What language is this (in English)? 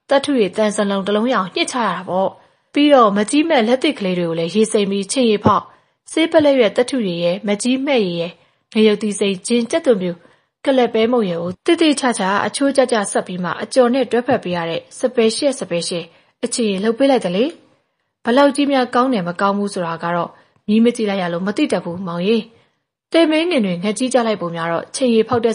Burmese